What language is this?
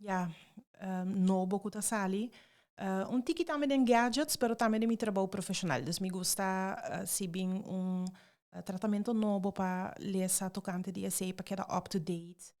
Papiamento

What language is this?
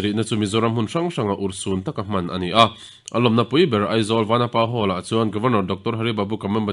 Mizo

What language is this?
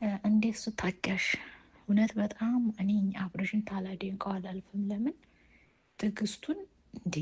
Amharic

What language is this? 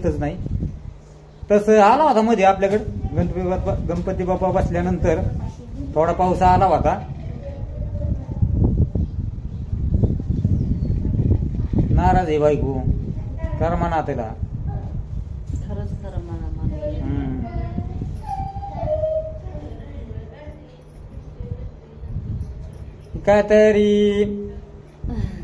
Marathi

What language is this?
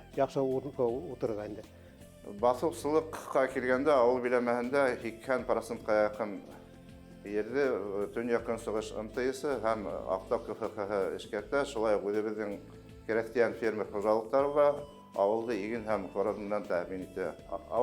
Bashkir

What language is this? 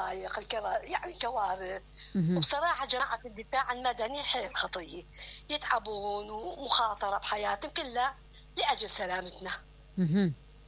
Mesopotamian Arabic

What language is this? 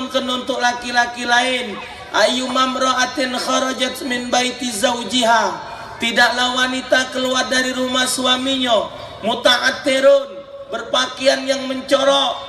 Musi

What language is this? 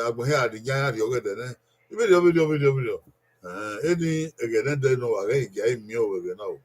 Bini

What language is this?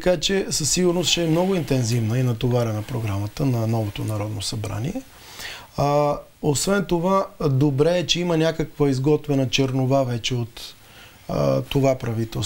Bulgarian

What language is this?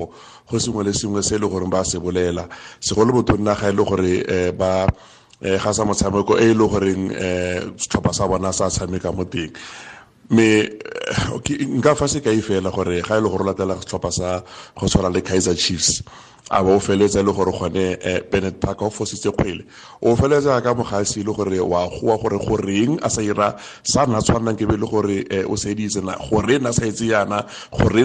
Tswana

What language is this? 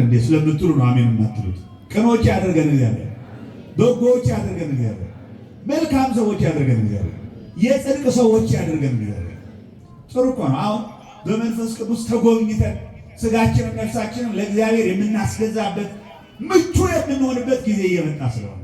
Amharic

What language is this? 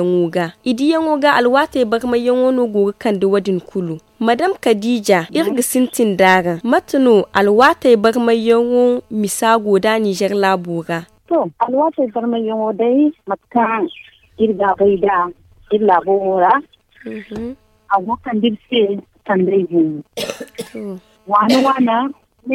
Zarma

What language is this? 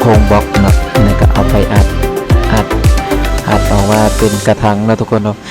Lao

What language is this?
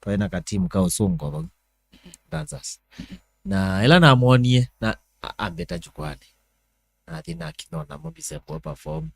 Kamba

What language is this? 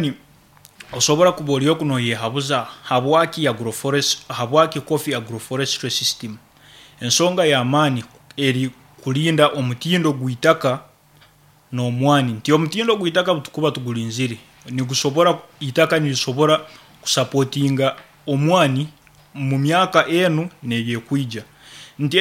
Nyoro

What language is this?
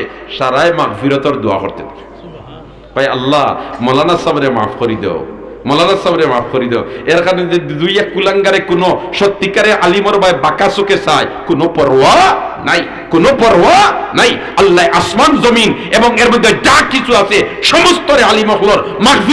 Sylheti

